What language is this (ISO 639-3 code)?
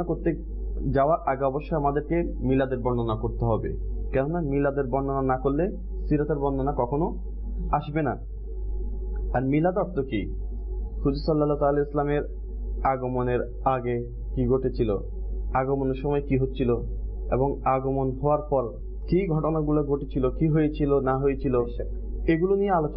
ben